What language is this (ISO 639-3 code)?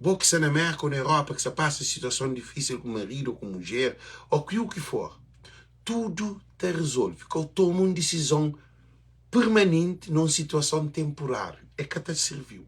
kea